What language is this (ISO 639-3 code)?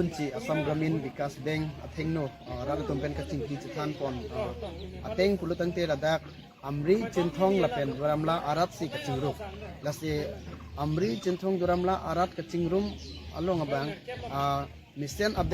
mjw